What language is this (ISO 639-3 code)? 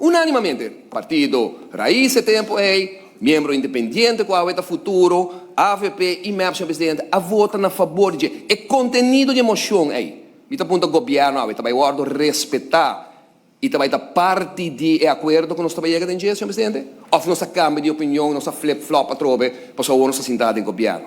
pap